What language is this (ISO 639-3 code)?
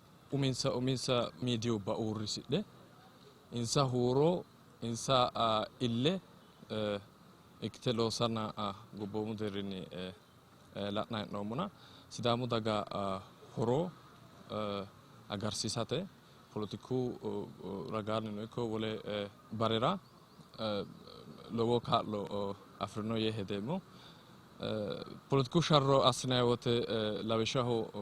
sid